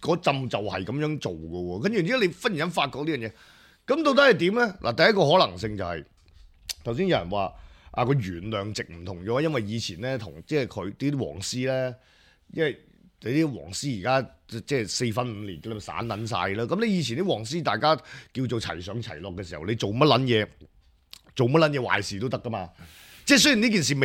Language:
Cantonese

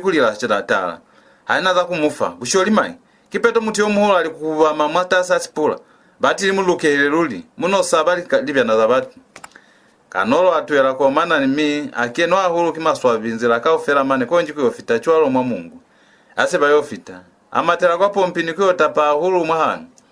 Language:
Lozi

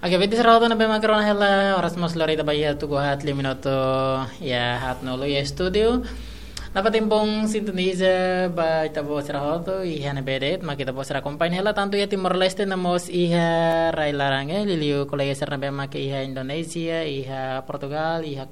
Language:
Tetum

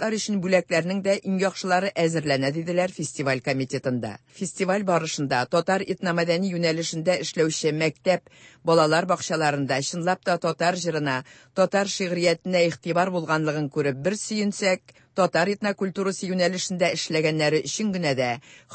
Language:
Tatar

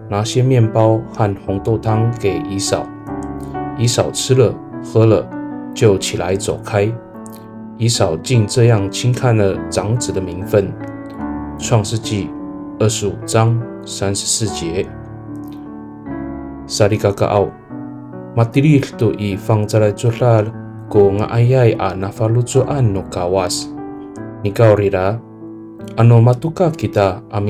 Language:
Amis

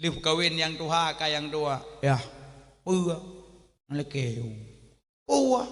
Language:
Achinese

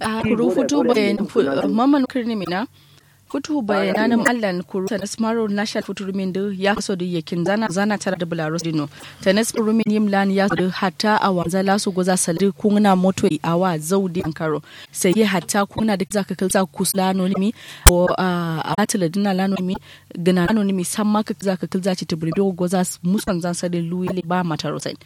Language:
Kanuri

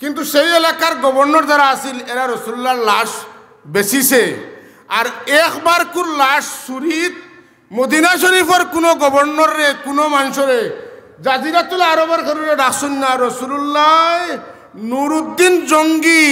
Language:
Sylheti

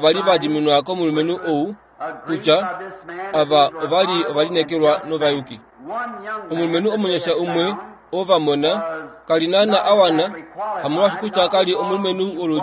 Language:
Kuanyama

